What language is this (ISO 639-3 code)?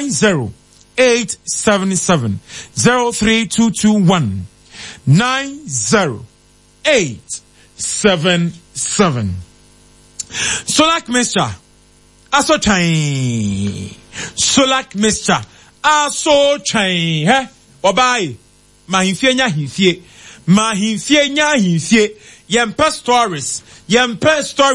aka